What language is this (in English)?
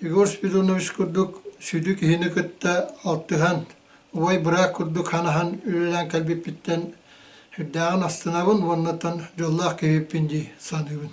Yakut